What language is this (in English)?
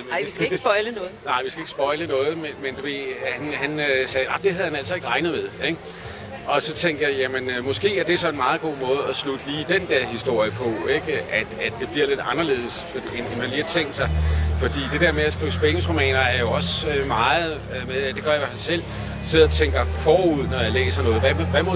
Danish